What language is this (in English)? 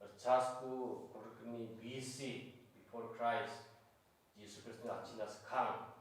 Garo